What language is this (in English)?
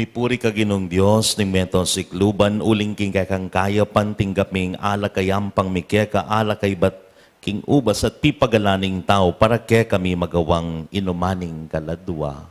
Pampanga